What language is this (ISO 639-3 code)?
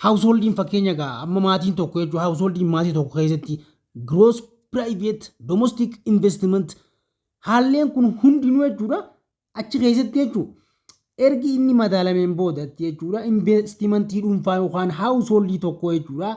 orm